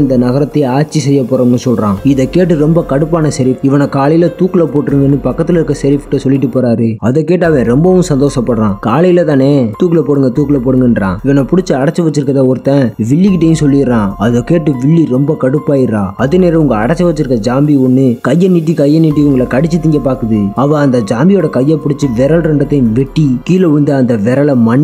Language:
Tamil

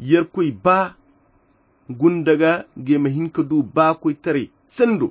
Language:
Koyra Chiini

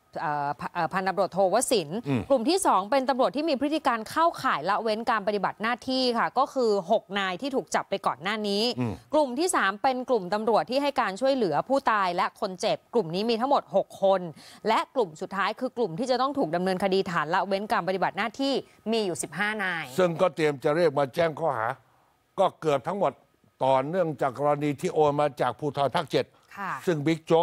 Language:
Thai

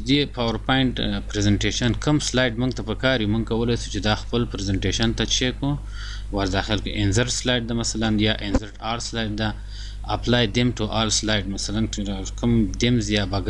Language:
Pashto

